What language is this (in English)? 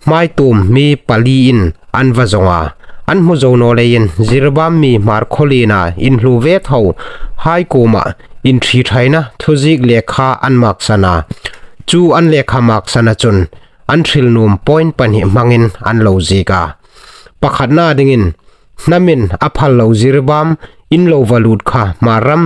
Hmar